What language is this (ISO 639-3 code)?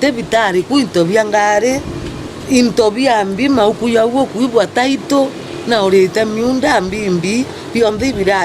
mer